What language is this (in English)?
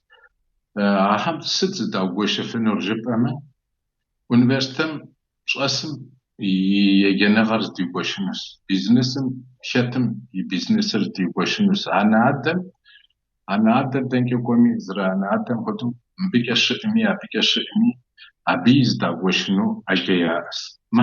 Kabardian